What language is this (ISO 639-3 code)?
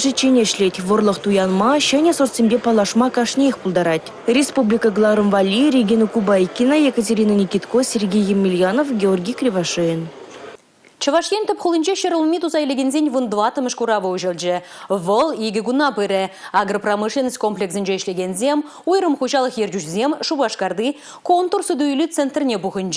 chv